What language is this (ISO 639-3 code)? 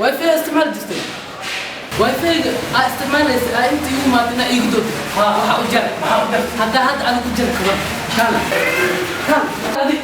som